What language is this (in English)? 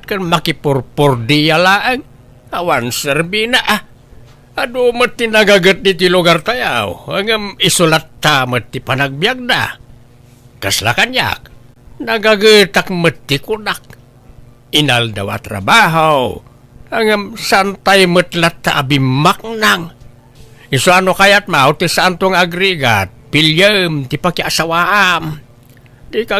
Iloko